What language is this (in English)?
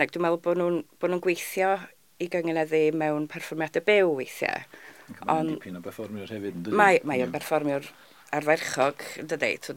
Welsh